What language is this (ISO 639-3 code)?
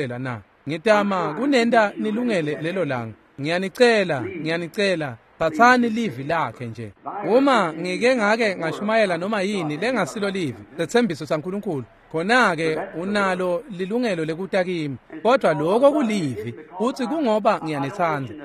ssw